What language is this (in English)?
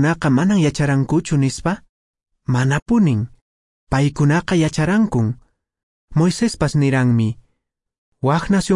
Quechua